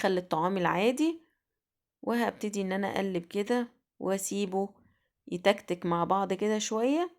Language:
Egyptian Arabic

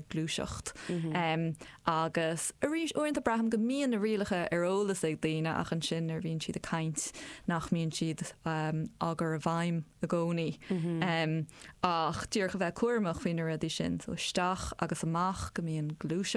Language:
Irish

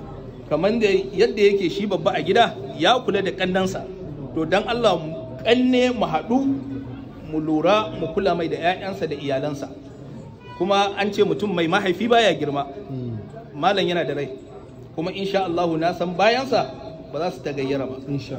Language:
Hausa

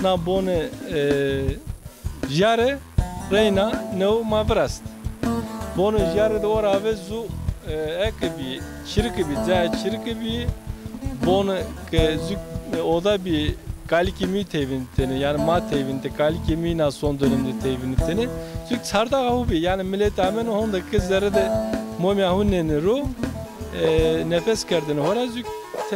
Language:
Zaza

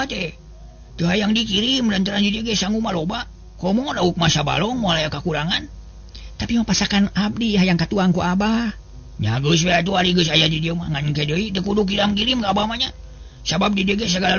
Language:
Sundanese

